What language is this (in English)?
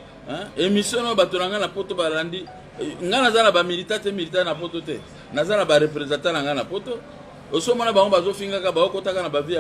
Lingala